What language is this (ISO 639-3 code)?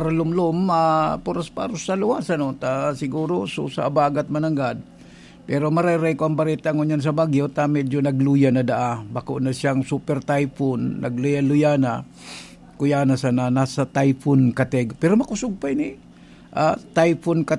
bik